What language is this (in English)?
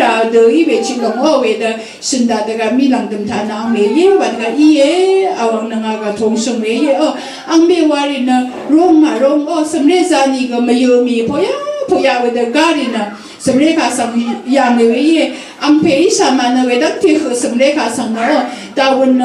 Rawang